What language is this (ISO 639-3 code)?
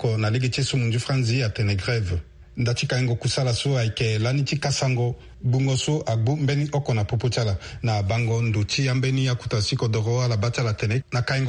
sag